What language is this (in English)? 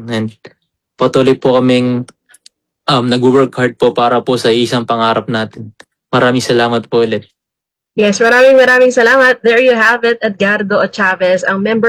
Filipino